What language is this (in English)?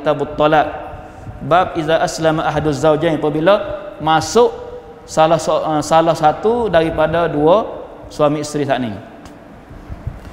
Malay